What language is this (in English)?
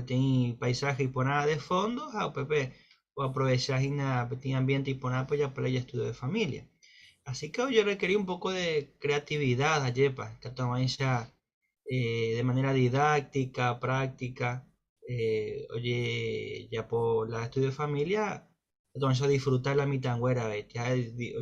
Guarani